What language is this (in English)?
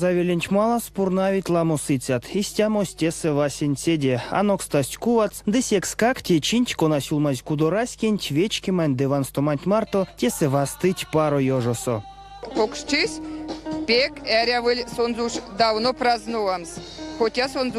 Erzya